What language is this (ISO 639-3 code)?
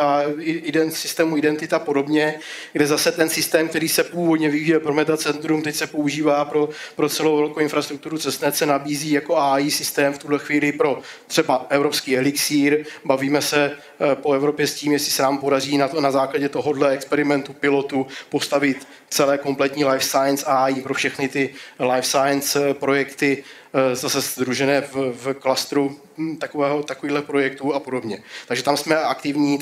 ces